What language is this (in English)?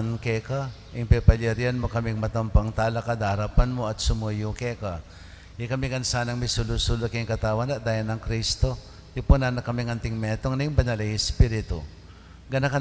Pampanga